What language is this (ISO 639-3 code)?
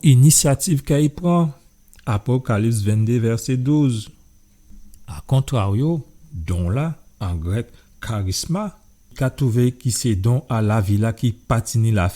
gcf